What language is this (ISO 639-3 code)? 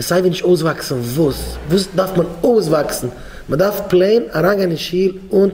yid